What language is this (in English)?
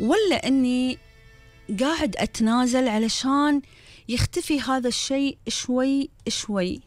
Gulf Arabic